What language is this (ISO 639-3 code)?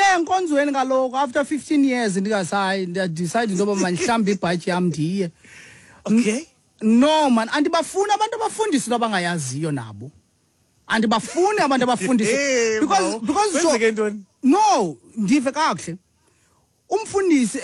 xho